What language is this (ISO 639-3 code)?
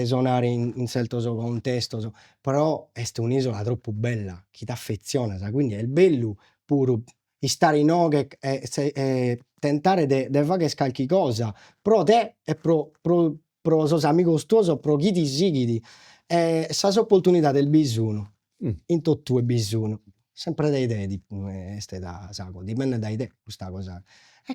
srd